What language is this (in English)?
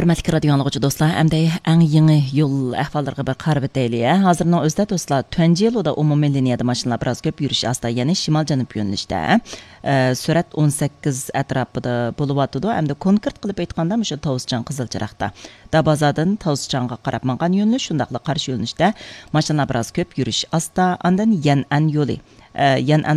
Uyghur